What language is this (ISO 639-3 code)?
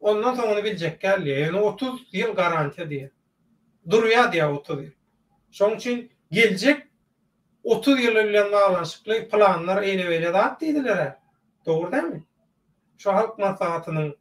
tuk